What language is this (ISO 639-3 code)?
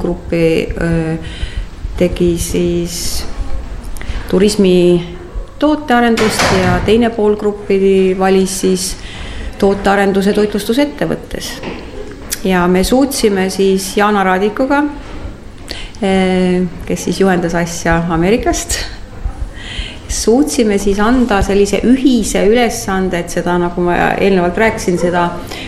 est